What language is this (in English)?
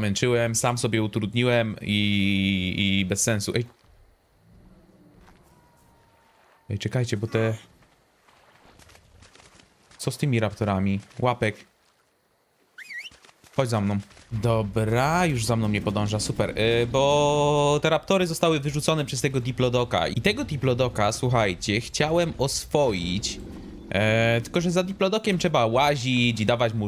Polish